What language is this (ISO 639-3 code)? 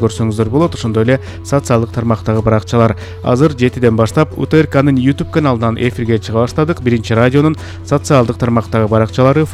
kir